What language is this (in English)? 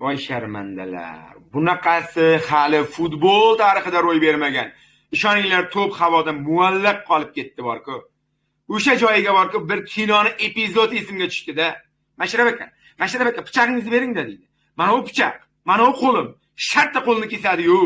Uzbek